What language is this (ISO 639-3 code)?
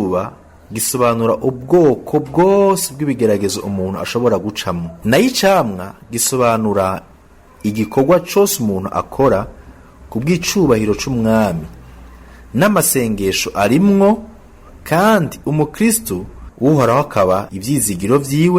run